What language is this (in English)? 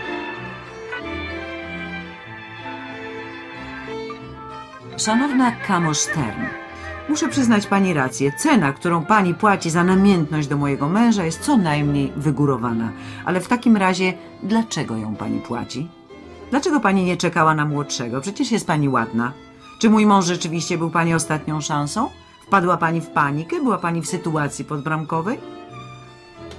Polish